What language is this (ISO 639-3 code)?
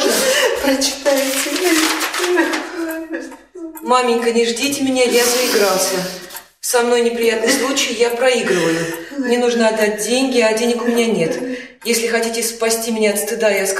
rus